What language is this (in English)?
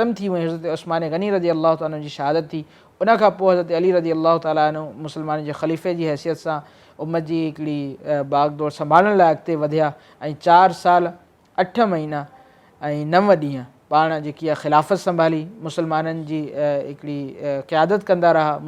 Sindhi